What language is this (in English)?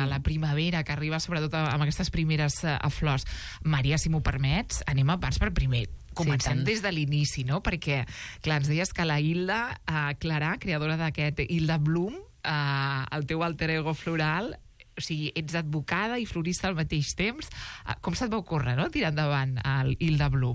Catalan